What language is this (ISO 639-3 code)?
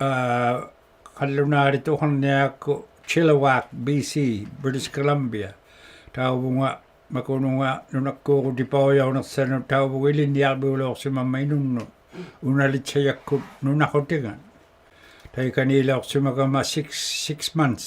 iku